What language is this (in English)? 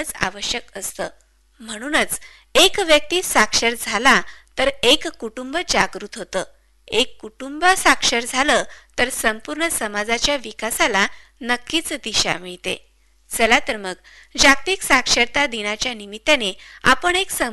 Marathi